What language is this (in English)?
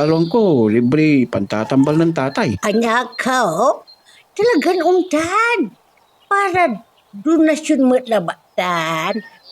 Pangasinan